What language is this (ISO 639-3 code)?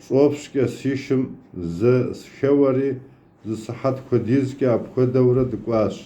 kbd